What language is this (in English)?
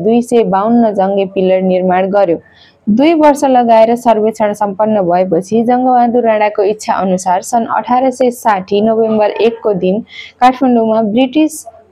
Nepali